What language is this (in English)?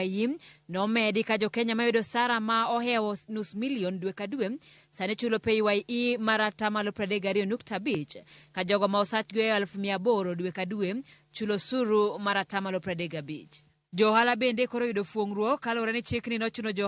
Luo (Kenya and Tanzania)